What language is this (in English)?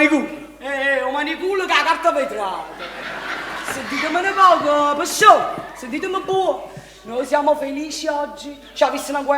Neapolitan